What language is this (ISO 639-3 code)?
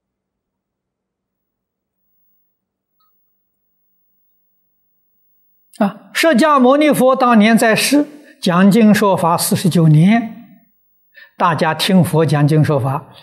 zho